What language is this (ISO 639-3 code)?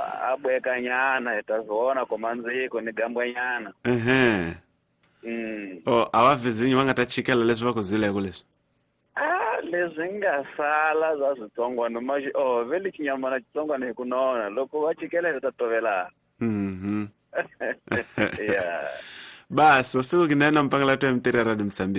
tso